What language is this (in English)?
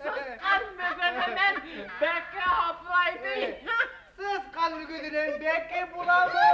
Bashkir